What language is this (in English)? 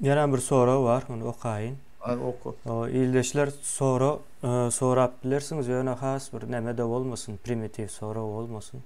Turkmen